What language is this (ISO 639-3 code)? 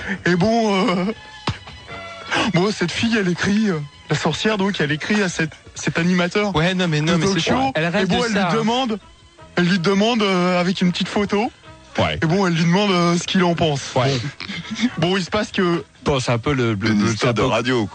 fra